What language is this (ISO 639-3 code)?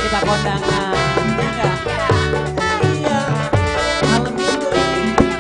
bew